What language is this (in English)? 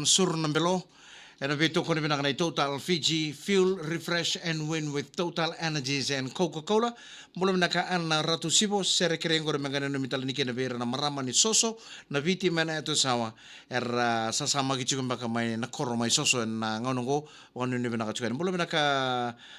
Fijian